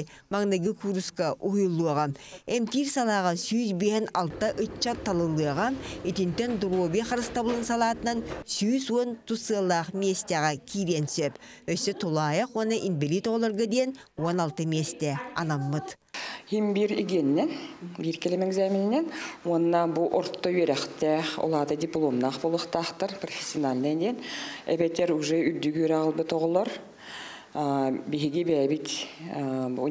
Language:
Yakut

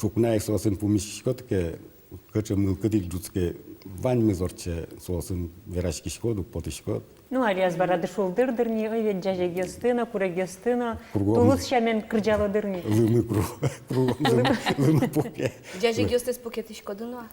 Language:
Udmurt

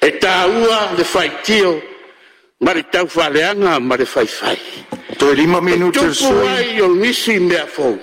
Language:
Samoan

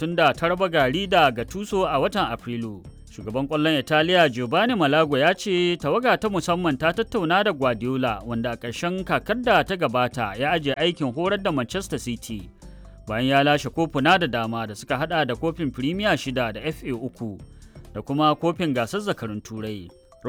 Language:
Hausa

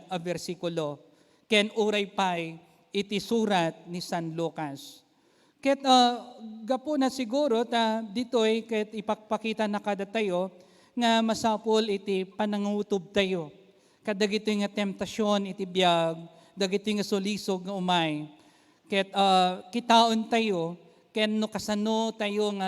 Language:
Iloko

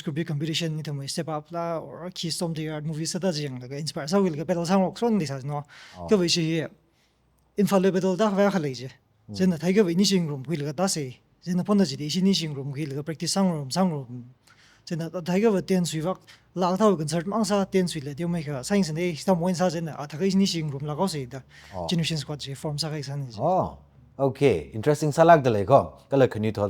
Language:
Tangkhul Naga (India)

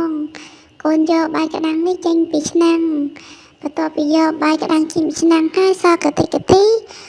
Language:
Khmer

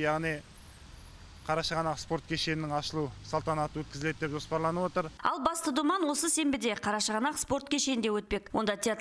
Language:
Kazakh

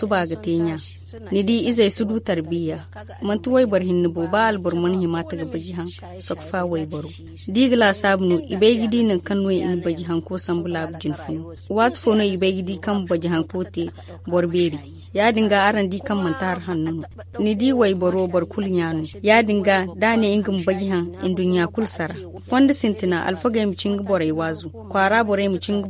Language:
Zarma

